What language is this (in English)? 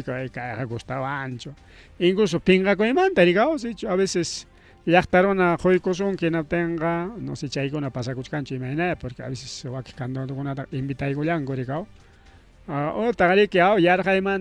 Ayacucho Quechua